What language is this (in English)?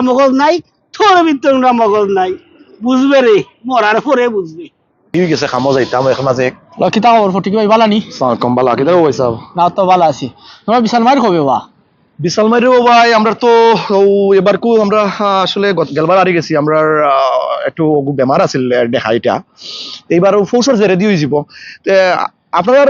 Sylheti